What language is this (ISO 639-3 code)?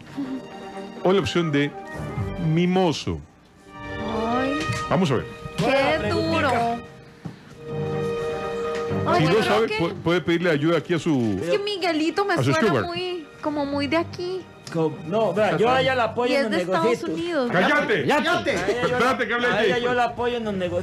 spa